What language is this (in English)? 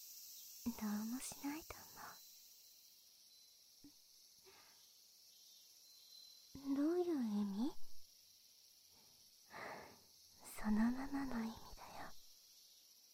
Japanese